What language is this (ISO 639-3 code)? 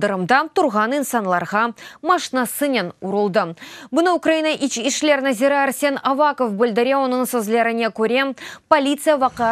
crh